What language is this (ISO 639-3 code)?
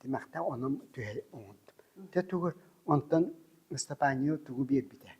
sah